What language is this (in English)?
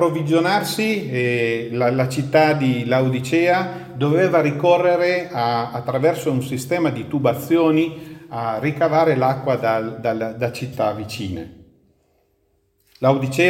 Italian